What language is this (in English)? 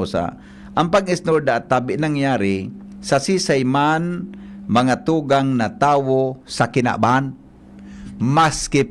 Bikol